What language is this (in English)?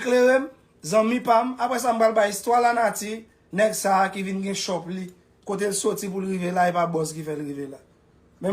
Haitian Creole